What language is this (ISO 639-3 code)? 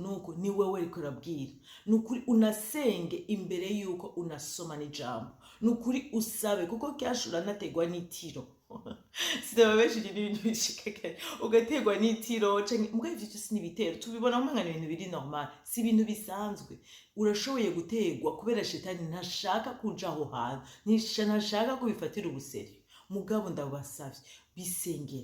run